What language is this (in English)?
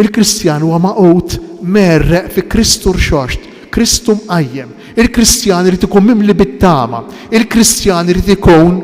Maltese